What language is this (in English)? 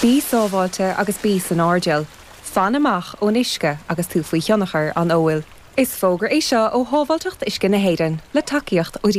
Irish